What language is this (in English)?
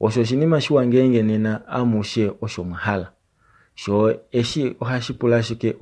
Kuanyama